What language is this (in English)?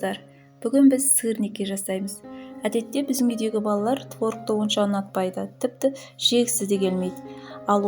Kazakh